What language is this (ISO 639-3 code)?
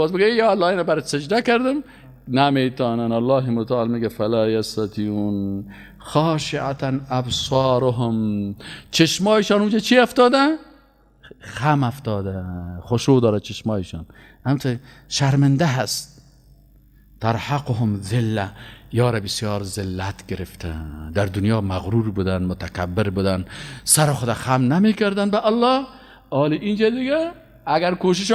fas